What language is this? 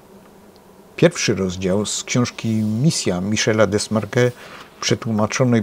Polish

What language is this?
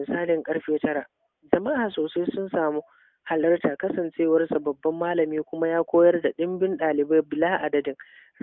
Hausa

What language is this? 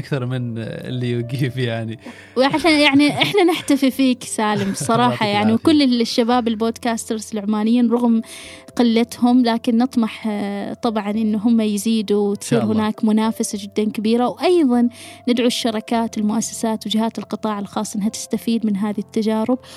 Gulf Arabic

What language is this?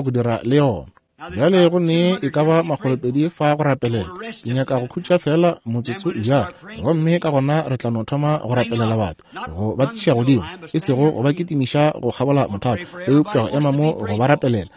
Northern Sotho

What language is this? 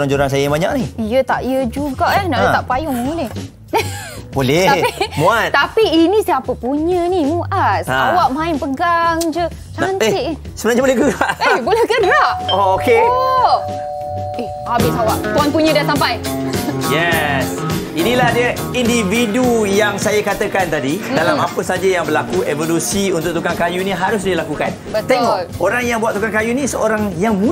Malay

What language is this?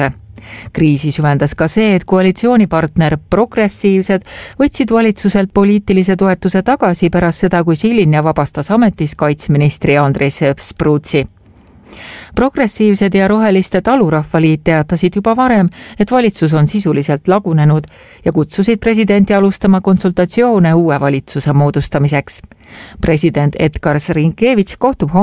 Estonian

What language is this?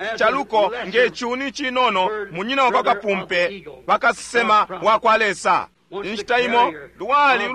Bemba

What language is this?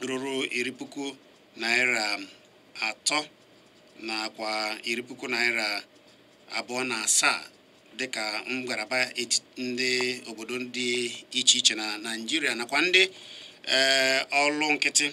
Igbo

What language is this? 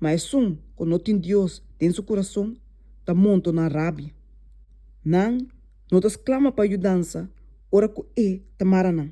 Papiamento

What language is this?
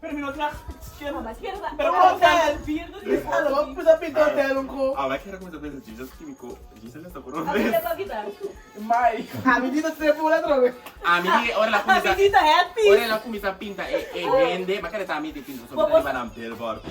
Papiamento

